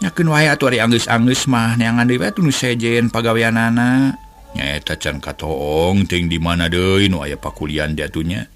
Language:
Sundanese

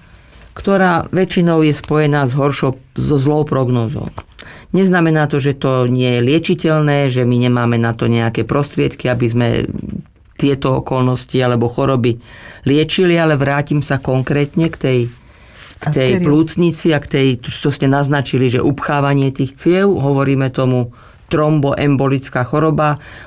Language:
Slovak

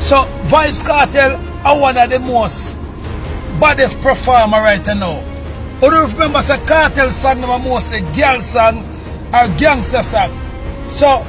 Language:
Jamaican Creole English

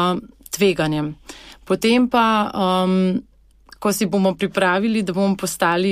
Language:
Slovenian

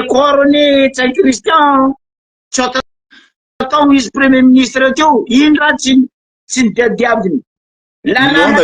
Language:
Malagasy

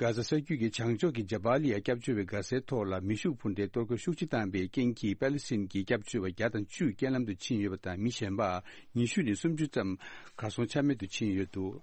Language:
Tibetan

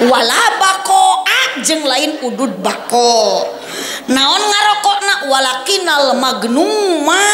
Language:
Sundanese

